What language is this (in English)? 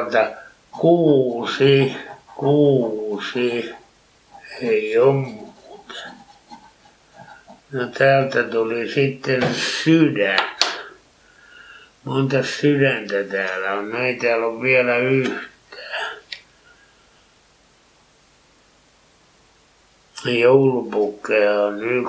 Finnish